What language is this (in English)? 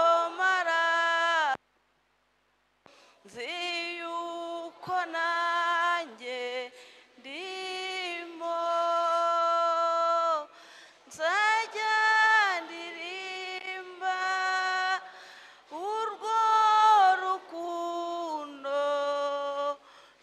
Kinyarwanda